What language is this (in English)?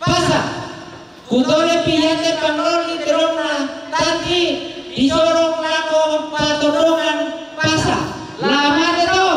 Toraja-Sa'dan